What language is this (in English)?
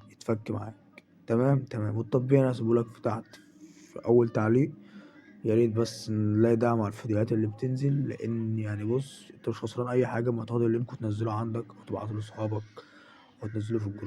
Egyptian Arabic